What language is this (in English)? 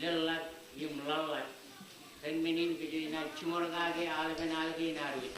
Marshallese